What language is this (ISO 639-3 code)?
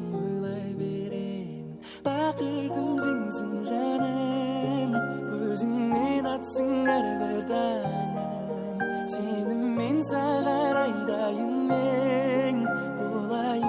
kaa